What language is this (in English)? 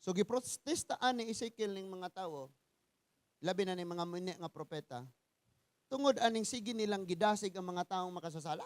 Cebuano